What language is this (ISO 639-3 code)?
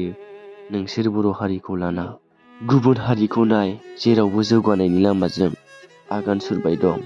brx